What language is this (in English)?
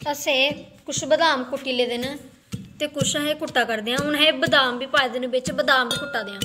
Dogri